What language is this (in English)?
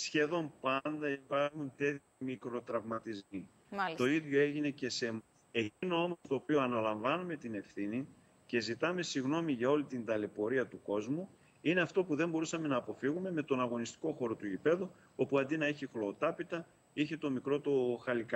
Greek